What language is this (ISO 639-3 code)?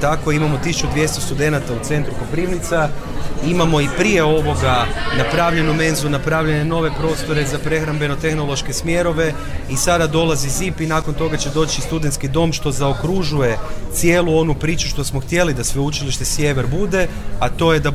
hrv